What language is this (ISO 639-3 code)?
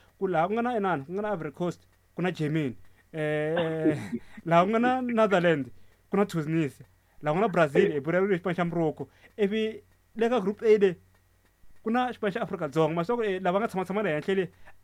tso